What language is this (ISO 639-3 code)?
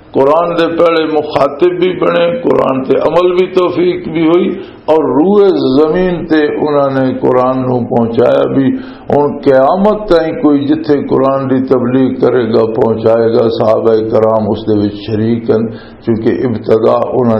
lah